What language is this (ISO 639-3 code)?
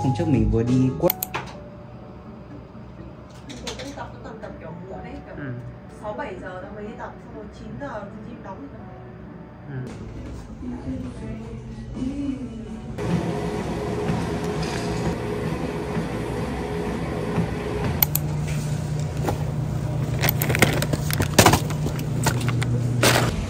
vie